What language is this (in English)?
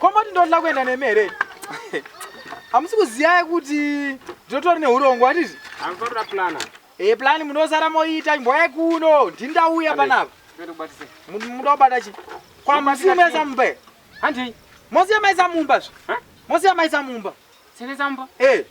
Shona